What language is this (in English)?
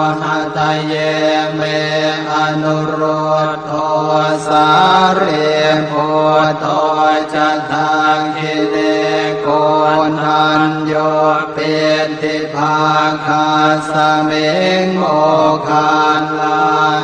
Pali